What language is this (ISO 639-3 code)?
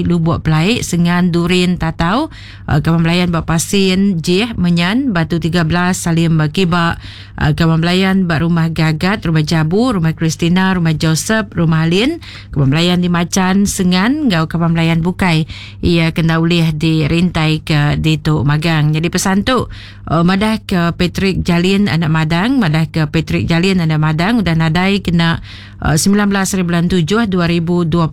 iba